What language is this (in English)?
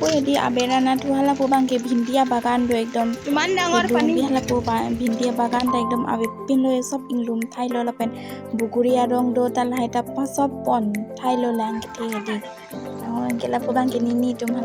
Karbi